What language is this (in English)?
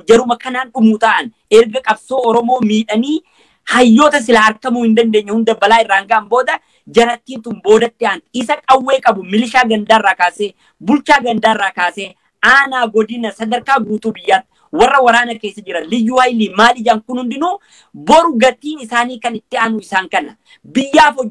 Oromo